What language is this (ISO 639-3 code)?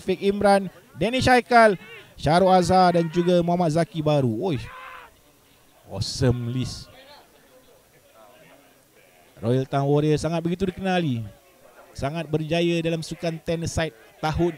msa